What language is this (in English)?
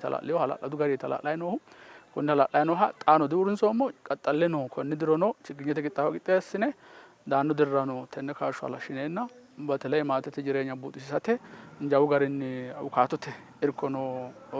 Sidamo